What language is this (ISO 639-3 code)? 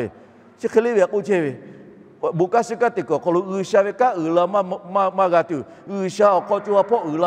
lhu